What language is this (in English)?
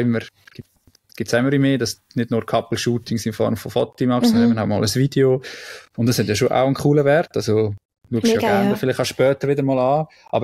Swiss German